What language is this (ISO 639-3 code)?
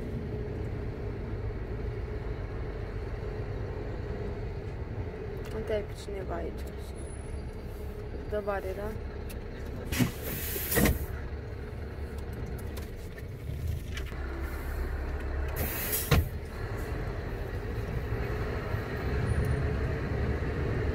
ron